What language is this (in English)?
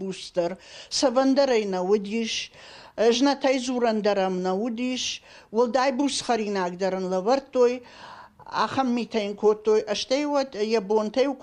Ossetic